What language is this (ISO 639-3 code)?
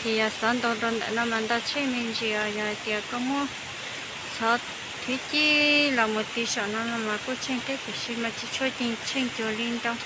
hmn